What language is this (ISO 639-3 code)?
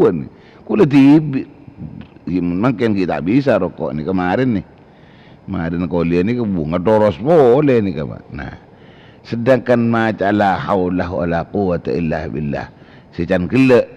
mad